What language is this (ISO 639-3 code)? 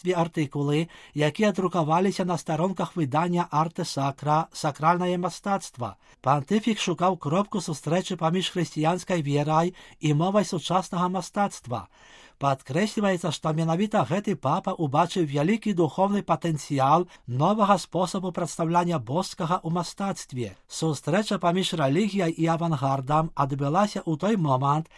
bel